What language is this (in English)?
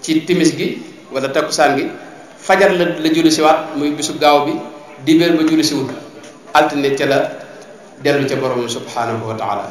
Wolof